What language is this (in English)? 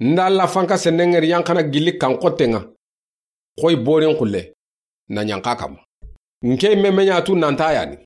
Soninke